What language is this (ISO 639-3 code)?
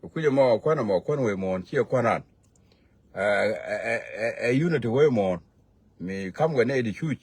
nus